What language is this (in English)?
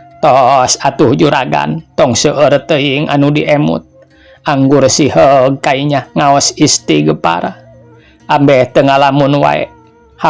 Sundanese